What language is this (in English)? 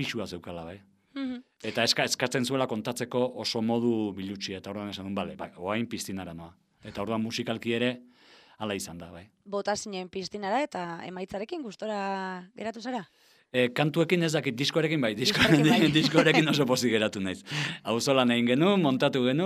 Basque